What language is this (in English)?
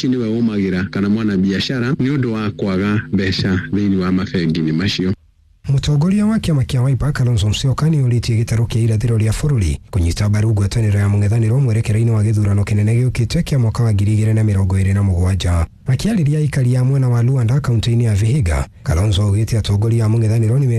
Kikuyu